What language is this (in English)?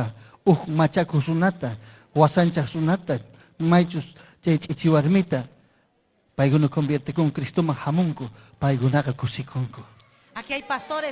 Ayacucho Quechua